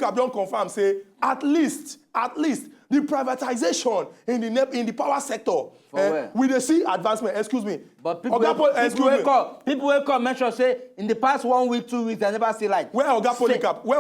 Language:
Nigerian Pidgin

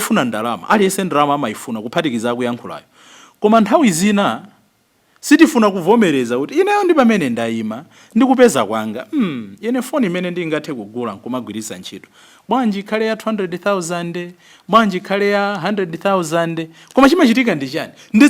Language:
Nyanja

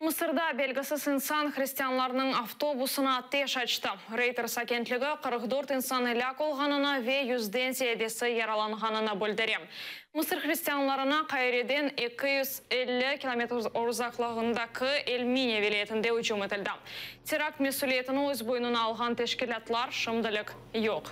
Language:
Crimean Tatar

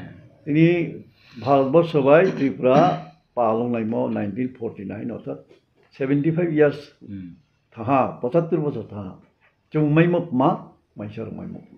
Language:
Riang (India)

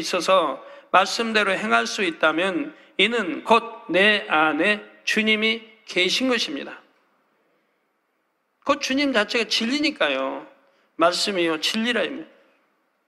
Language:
Korean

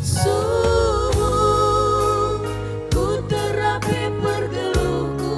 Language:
Batak Karo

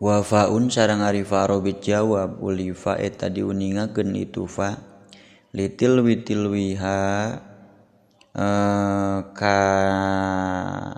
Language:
Sundanese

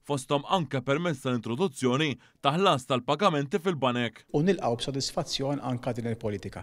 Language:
Maltese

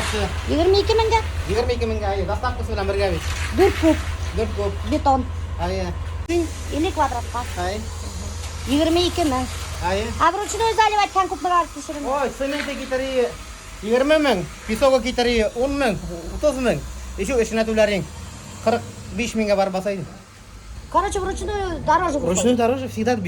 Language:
Bashkir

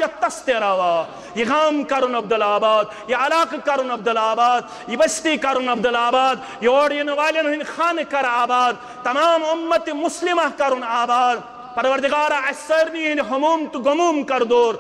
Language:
Kashmiri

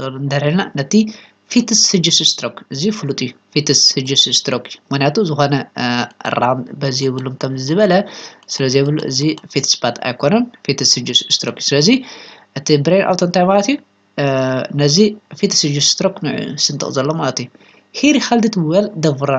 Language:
Tigrinya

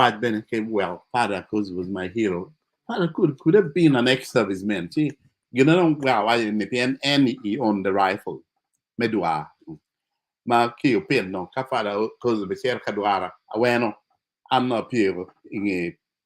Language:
Acoli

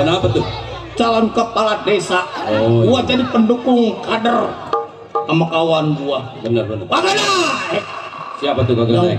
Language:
Betawi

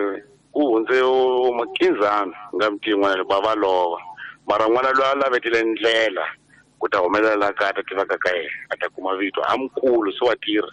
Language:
Tsonga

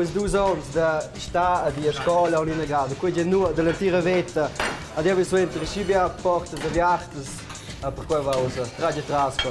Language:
Romansh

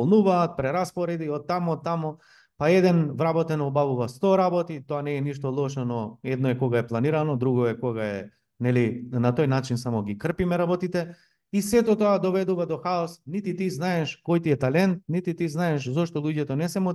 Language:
Macedonian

